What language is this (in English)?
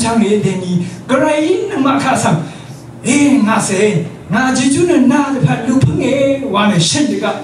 Rawang